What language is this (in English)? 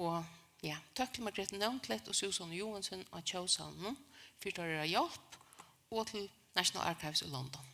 Faroese